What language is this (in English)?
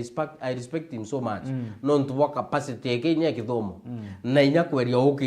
Meru